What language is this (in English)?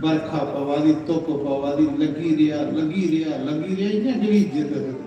Dogri